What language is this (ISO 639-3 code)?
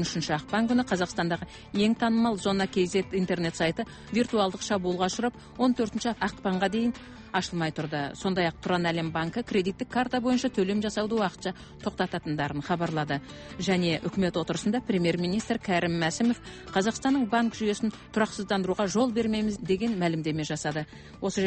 kaz